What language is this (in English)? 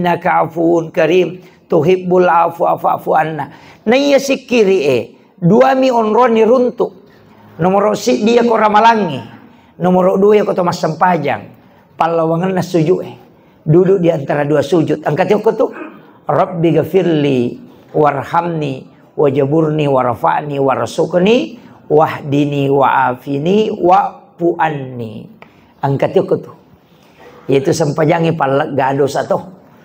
Buginese